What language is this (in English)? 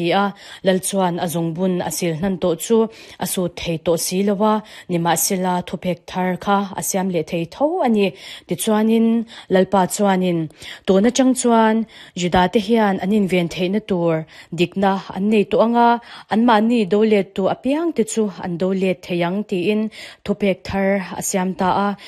Mizo